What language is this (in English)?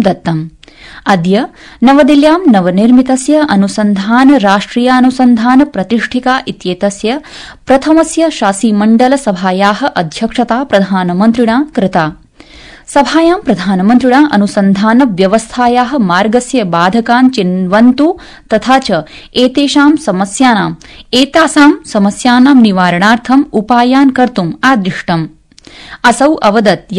Sanskrit